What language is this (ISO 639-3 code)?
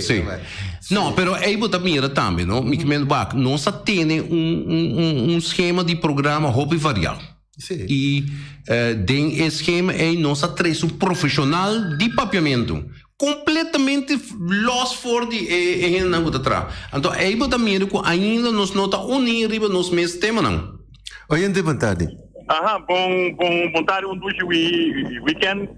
pap